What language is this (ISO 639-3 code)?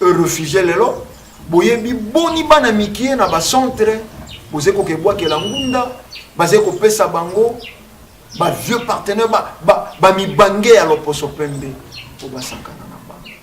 lin